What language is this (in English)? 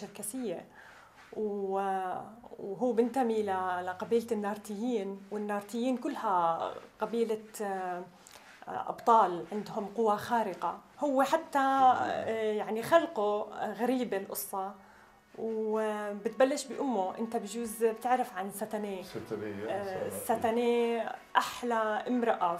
North Levantine Arabic